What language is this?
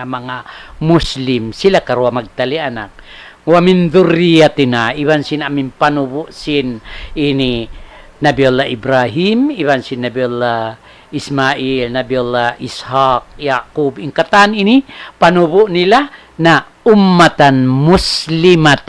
Tausug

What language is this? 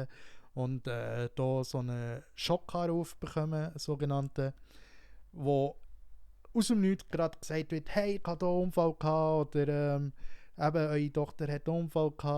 Swiss German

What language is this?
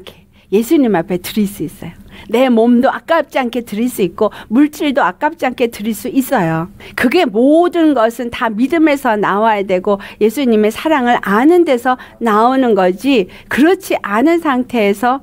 Korean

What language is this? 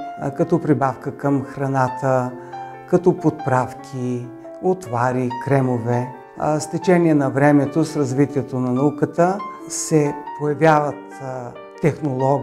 Bulgarian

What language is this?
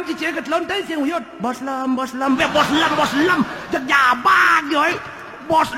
Balinese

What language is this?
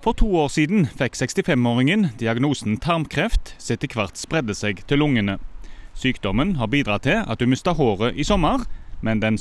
Norwegian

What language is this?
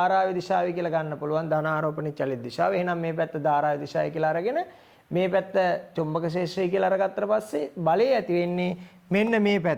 Sinhala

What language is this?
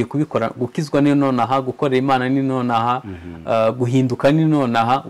Kinyarwanda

